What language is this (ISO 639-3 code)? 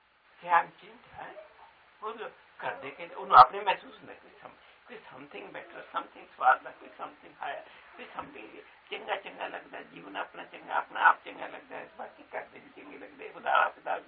hin